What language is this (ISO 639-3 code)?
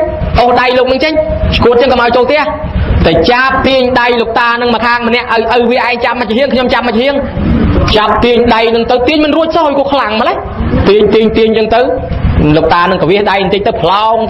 khm